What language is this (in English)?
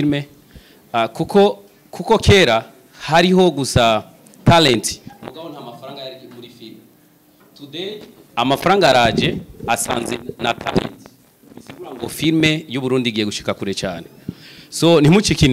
Rundi